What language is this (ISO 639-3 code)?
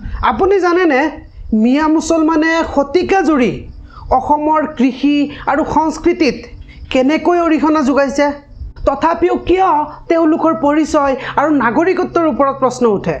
asm